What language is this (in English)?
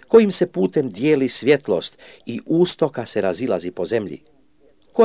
Croatian